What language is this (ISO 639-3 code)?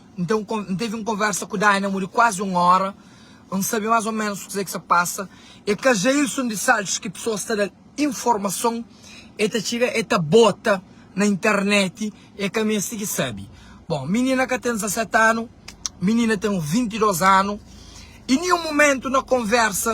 kea